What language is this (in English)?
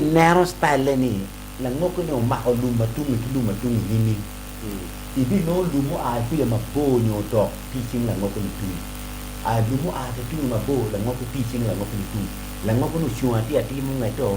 Acoli